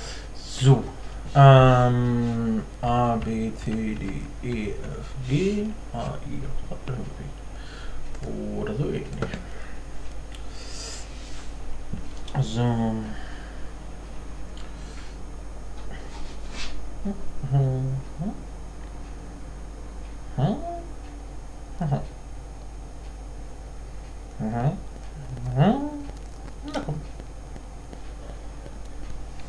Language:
German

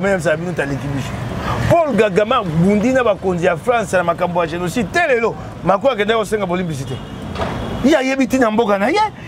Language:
Lingala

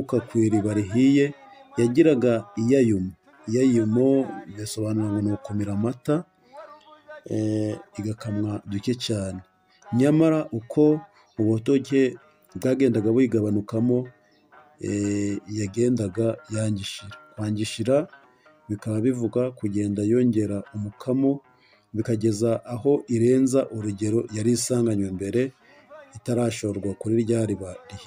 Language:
Kinyarwanda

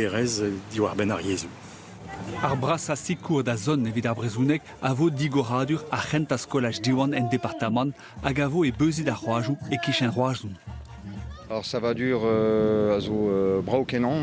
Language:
Breton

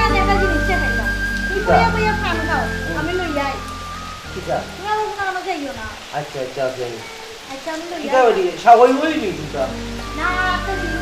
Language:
Sylheti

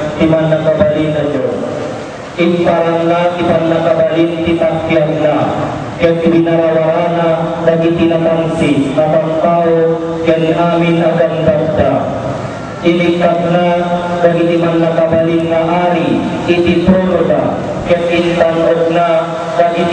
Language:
Iloko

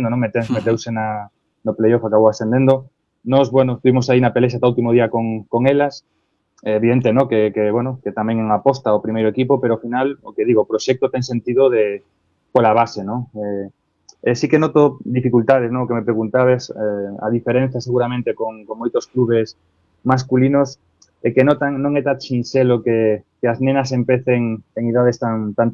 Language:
Galician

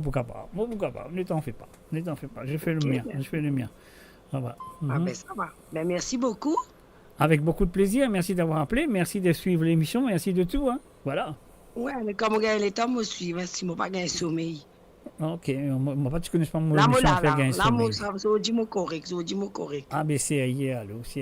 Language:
Morisyen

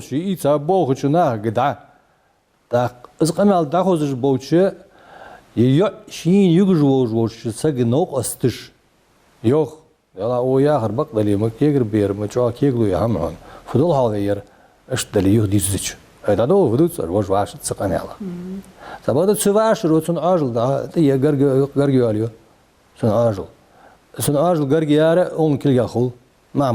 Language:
Ingush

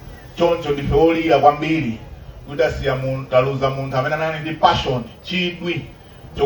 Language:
Nyanja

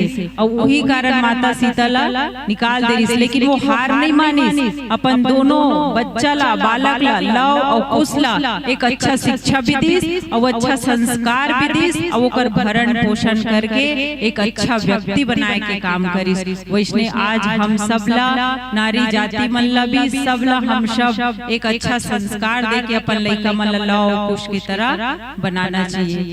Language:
Chhattisgarhi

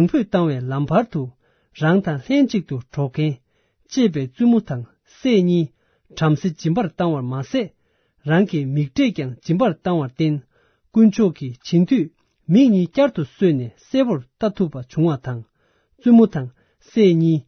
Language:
Tibetan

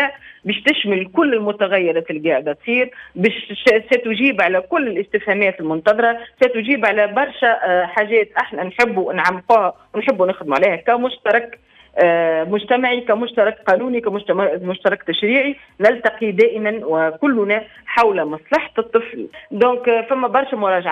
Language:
Tunisian Arabic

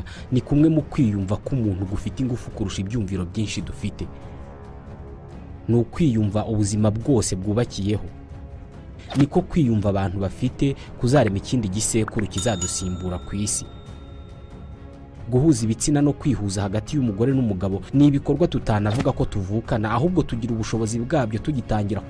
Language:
Kinyarwanda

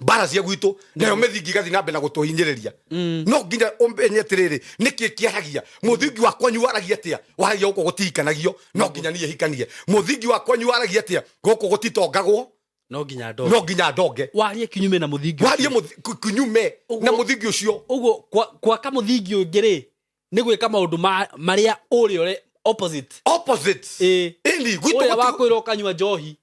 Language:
Kikuyu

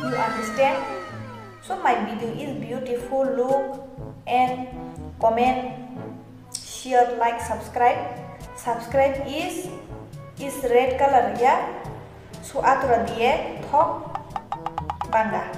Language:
Kok Borok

